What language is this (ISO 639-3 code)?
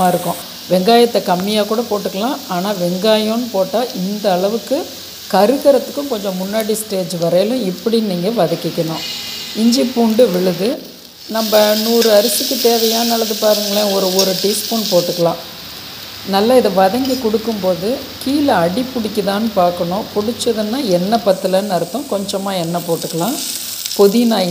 tam